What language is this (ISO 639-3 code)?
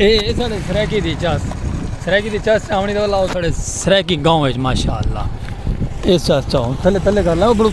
skr